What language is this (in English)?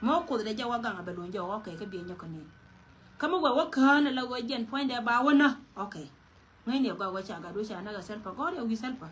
Nuer